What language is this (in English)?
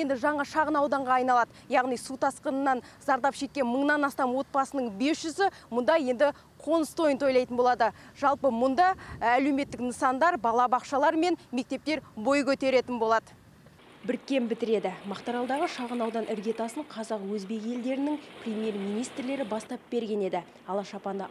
Kazakh